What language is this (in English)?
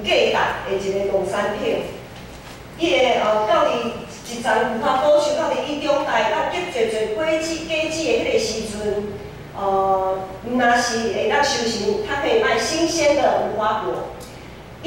Min Nan Chinese